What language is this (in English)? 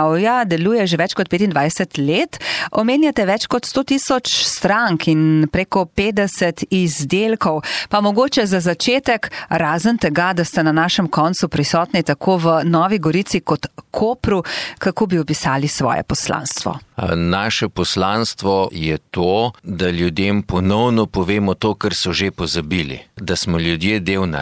Slovenian